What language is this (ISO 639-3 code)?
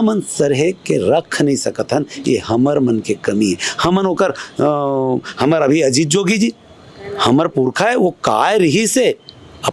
hne